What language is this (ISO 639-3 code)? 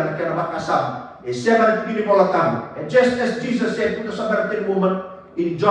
fij